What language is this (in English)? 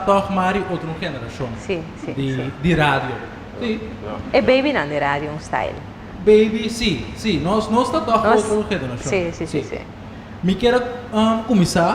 Papiamento